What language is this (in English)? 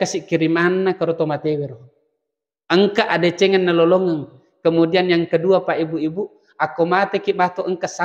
Buginese